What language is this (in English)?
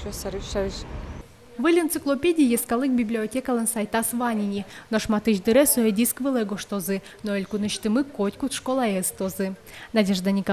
Udmurt